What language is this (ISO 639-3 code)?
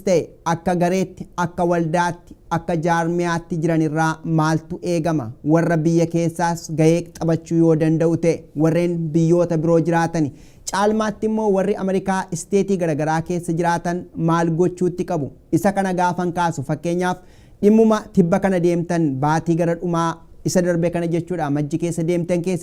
orm